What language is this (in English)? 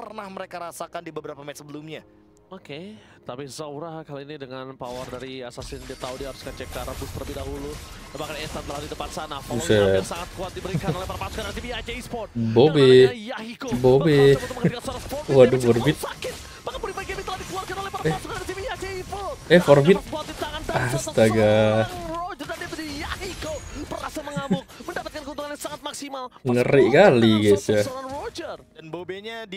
Indonesian